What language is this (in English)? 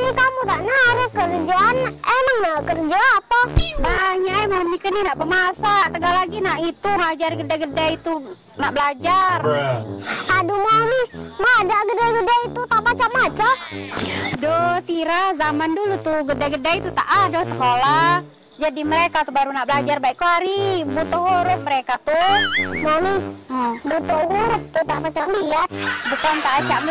Musi